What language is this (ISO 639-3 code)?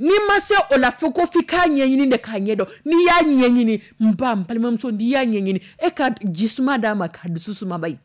dyu